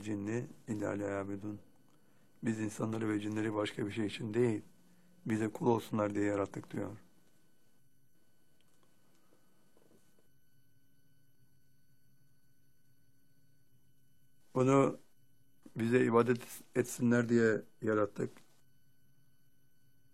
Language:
Turkish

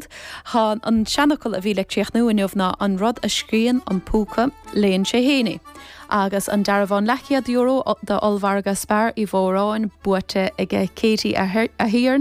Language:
Irish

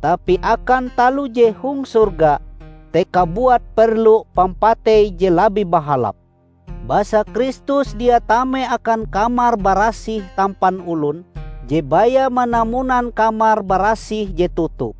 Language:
Ngaju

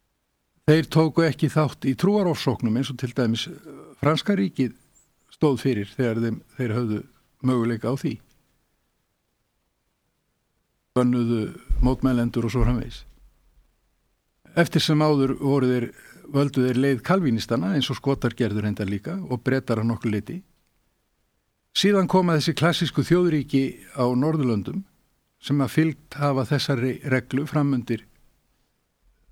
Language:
Icelandic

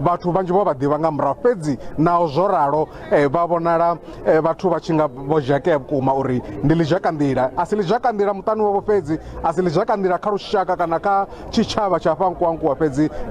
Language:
Venda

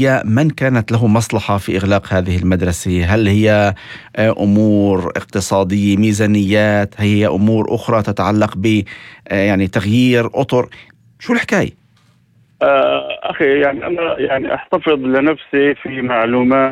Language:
North Levantine Arabic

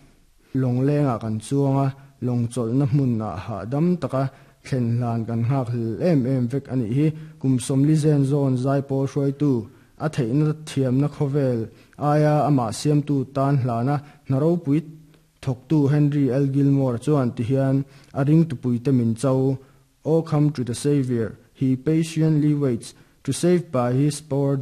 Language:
Mizo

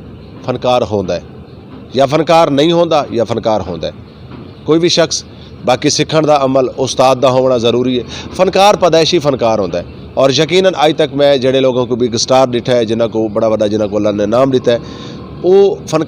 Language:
Western Panjabi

